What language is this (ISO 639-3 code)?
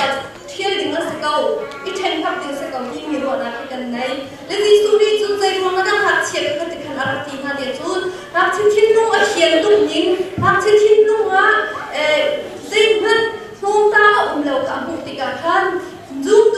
cnh